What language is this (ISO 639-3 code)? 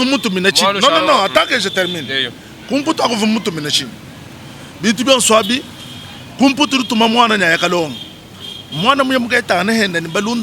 lua